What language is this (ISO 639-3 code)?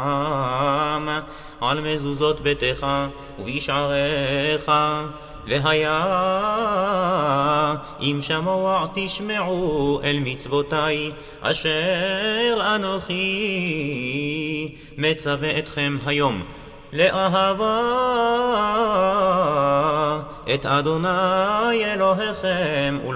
heb